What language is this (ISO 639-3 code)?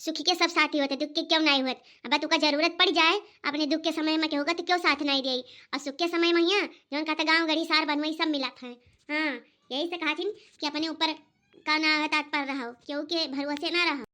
awa